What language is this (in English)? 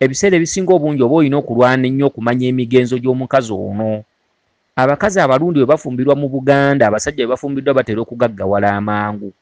Ganda